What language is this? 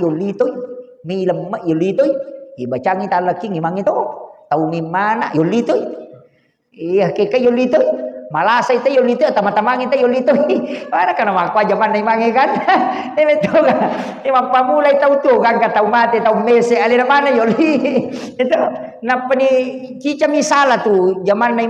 Buginese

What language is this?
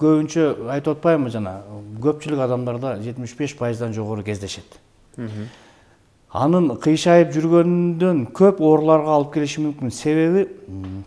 Kyrgyz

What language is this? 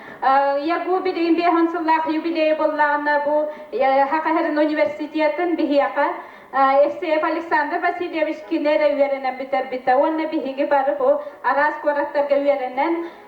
Yakut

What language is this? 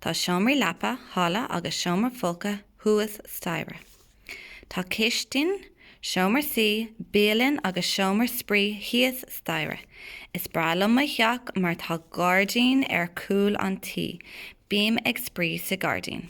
Irish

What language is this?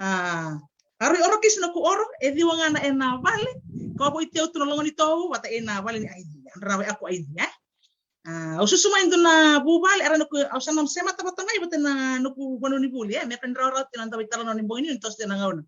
Fijian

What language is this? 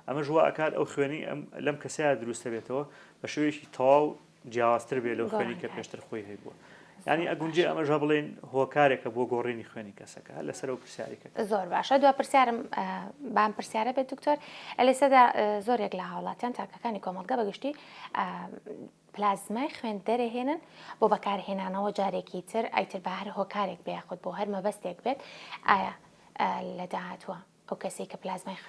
Central Kurdish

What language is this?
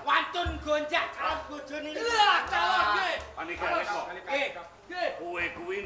Javanese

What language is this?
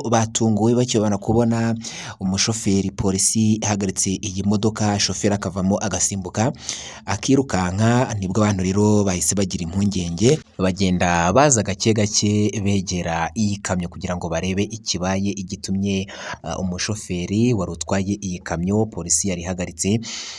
Kinyarwanda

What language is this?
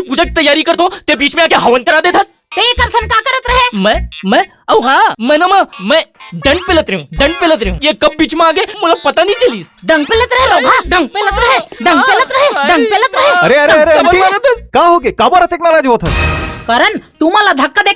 Chhattisgarhi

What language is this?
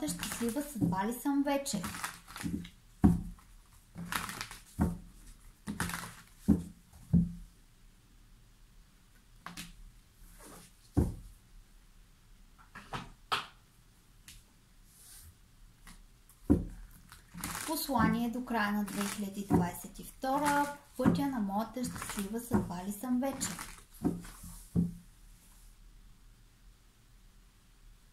Bulgarian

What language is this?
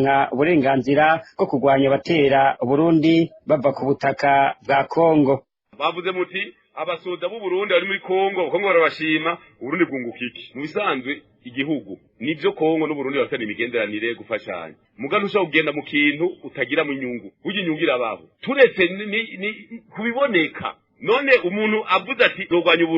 Rundi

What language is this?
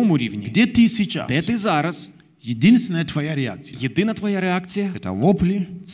Ukrainian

